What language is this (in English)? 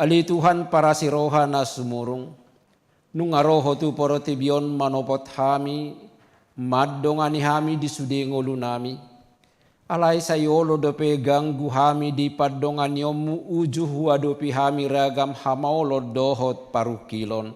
Batak Toba